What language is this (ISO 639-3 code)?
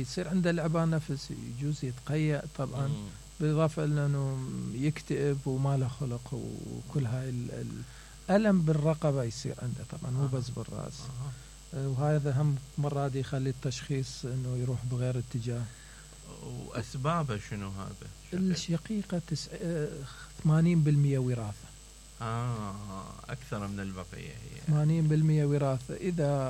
acm